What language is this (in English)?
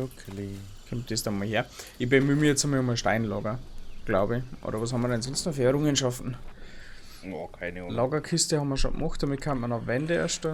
Bavarian